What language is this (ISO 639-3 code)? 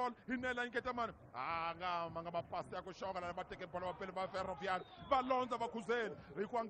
tso